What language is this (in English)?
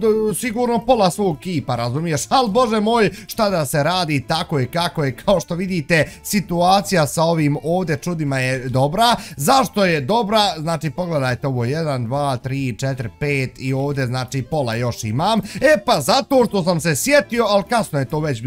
Bosnian